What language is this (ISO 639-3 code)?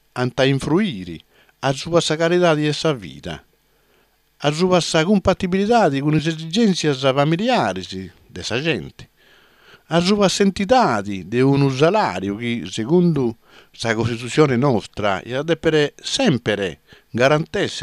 srd